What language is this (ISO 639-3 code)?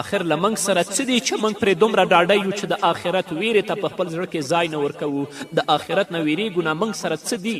pus